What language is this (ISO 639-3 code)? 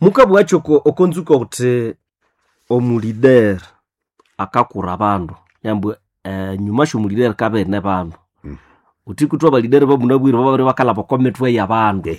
nnb